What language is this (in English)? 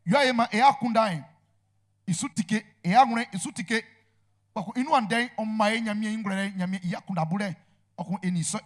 Baoulé